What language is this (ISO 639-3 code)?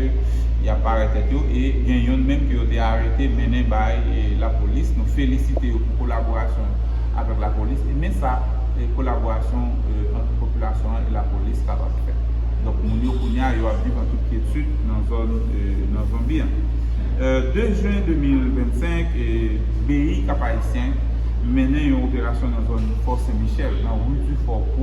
hat